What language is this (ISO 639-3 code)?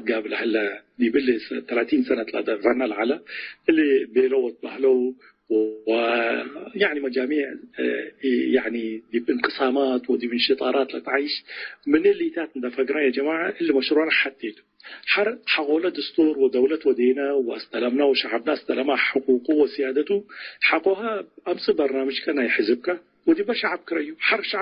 tig